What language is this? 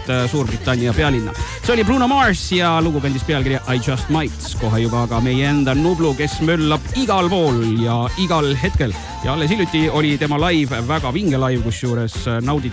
Estonian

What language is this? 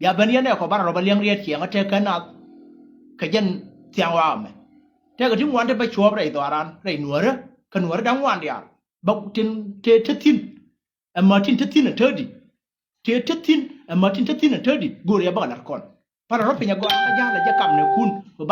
Nuer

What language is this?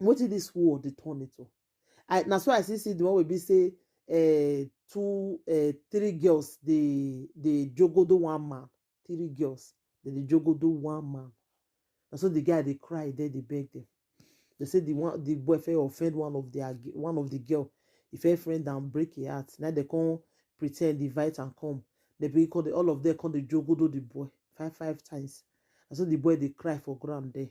Nigerian Pidgin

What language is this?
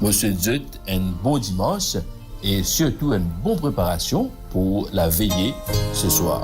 Morisyen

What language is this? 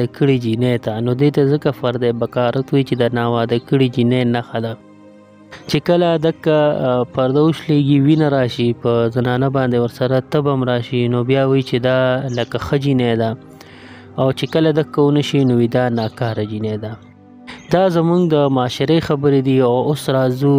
Pashto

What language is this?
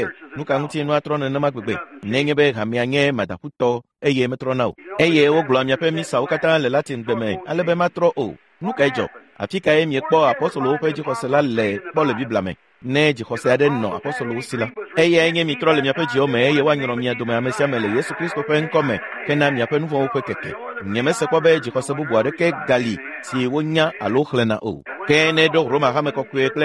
Ewe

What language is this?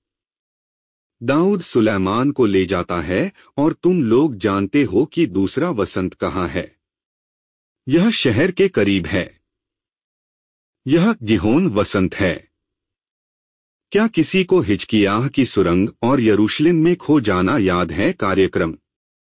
Hindi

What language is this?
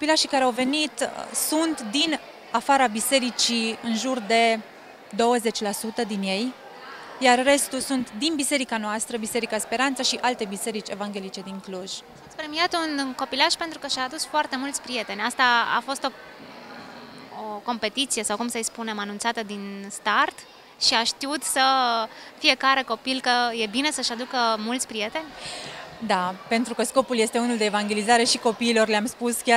Romanian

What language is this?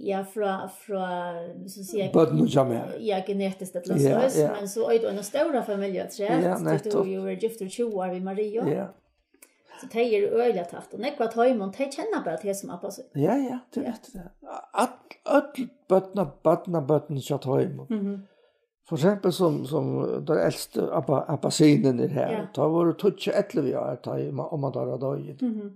Faroese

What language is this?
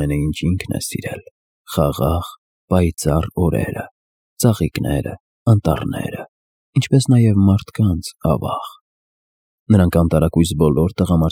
Armenian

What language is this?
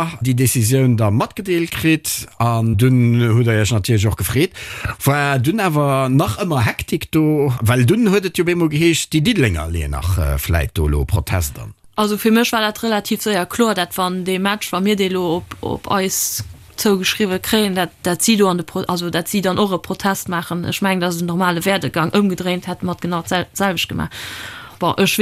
Luxembourgish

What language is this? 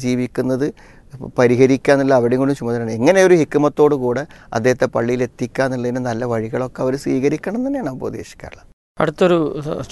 Malayalam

